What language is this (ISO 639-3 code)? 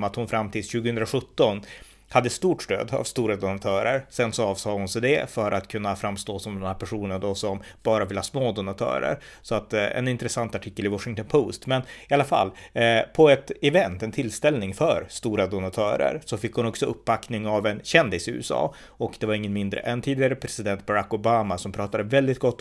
swe